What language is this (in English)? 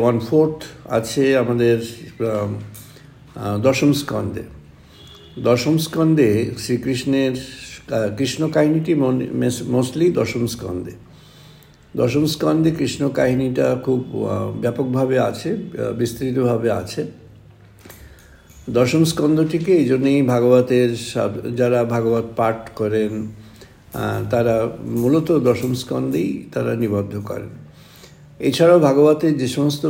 Bangla